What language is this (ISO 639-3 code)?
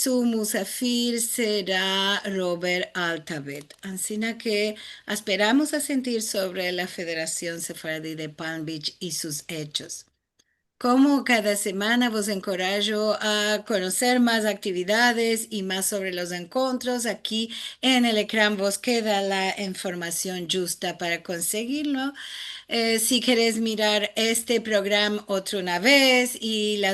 lad